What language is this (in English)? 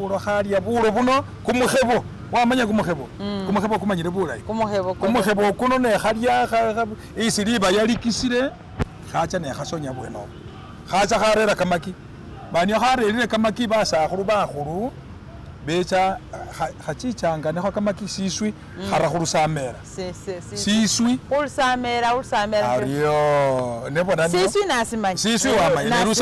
Masaaba